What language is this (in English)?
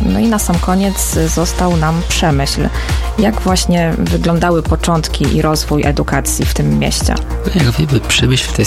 Polish